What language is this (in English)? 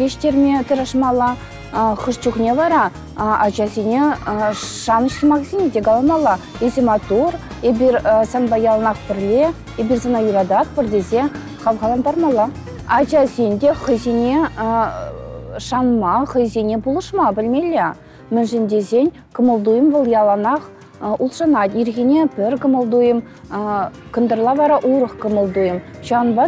Chuvash